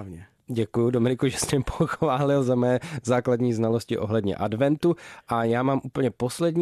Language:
Czech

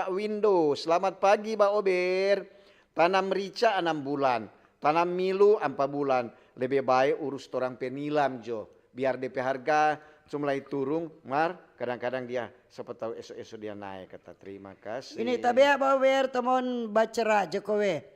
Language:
Manado Malay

